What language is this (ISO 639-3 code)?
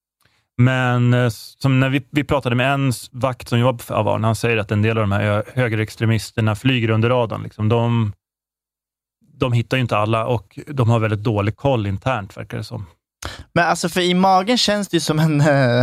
swe